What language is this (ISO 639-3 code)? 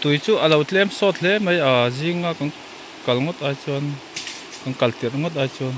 lus